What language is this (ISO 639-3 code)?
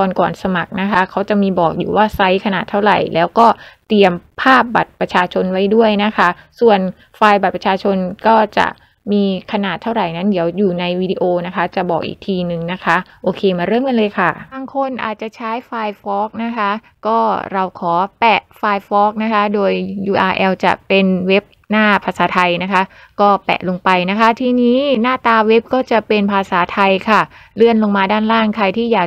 tha